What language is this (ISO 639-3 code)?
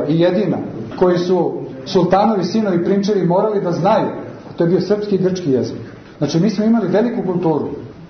srp